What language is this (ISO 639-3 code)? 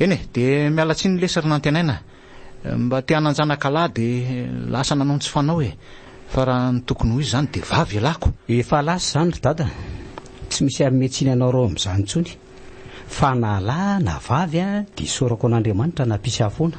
mlg